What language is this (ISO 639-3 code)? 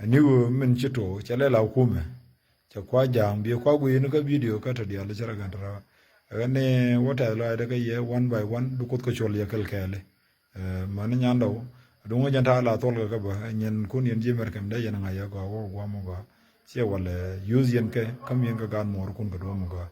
nus